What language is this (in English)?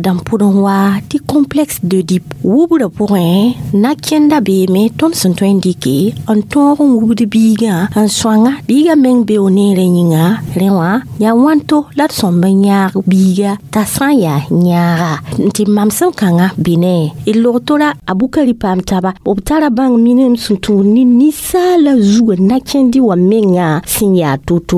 Mossi